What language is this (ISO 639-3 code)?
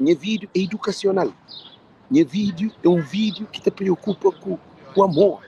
kea